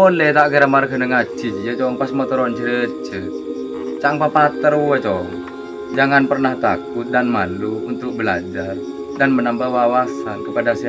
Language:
Madurese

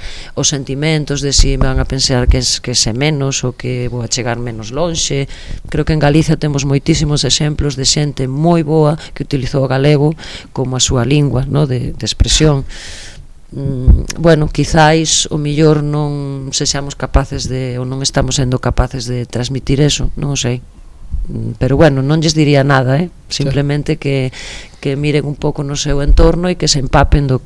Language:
Galician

